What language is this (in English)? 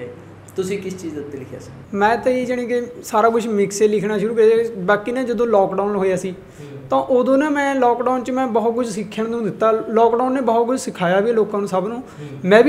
Punjabi